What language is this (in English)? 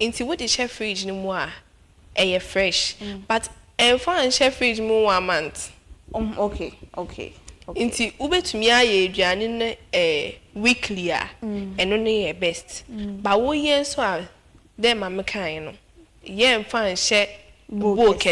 Akan